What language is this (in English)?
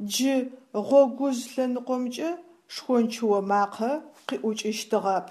Adyghe